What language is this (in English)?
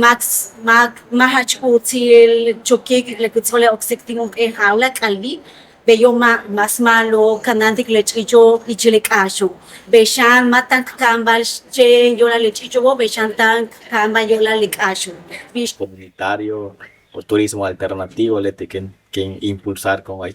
Yucateco